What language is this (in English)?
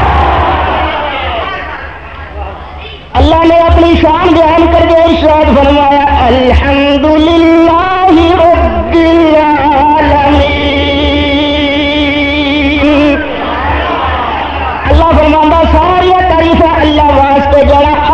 Western Panjabi